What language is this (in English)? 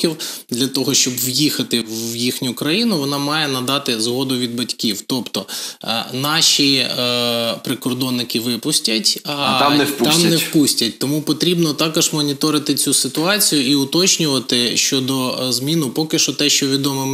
Ukrainian